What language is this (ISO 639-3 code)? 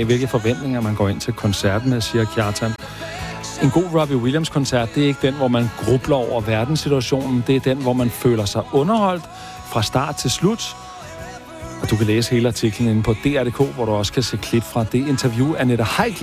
dan